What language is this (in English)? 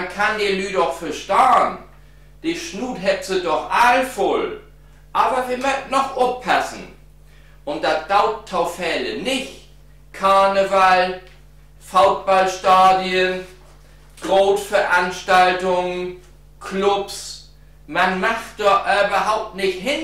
Low German